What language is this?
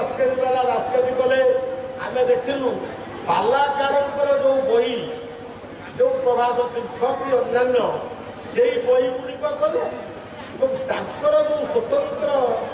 Odia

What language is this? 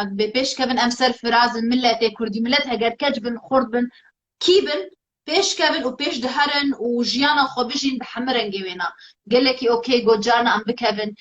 Kurdish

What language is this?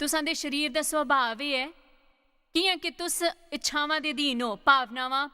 Dogri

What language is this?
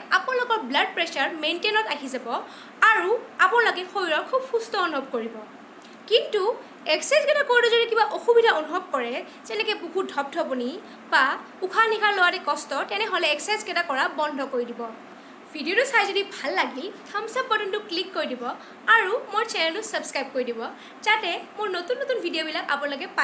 Assamese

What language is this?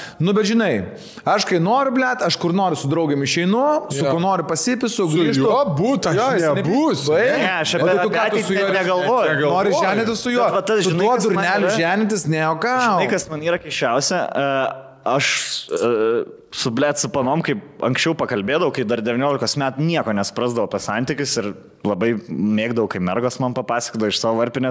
Lithuanian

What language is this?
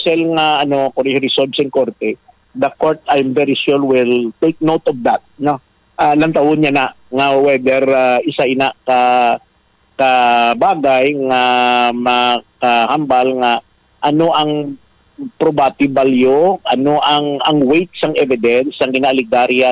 Hiligaynon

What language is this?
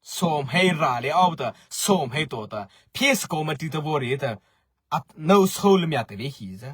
Mara Chin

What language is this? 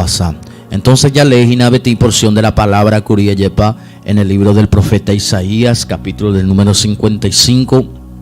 Guarani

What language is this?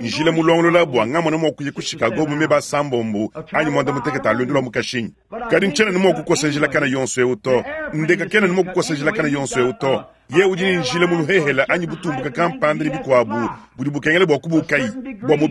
Luba-Lulua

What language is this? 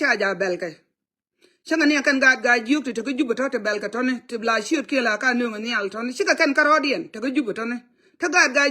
Nuer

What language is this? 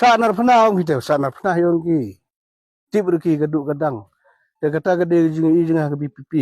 Khasi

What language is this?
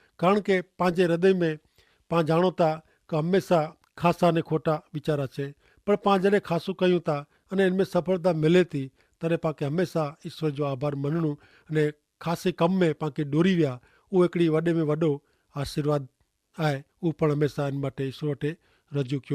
Kachhi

